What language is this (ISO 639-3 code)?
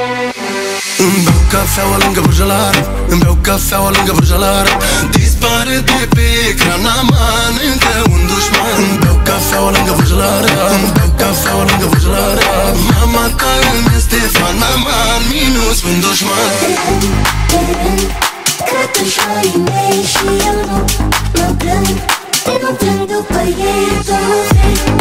ron